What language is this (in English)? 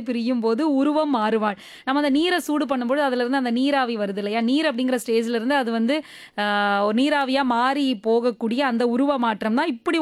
Tamil